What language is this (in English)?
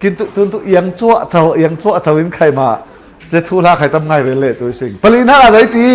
Falam Chin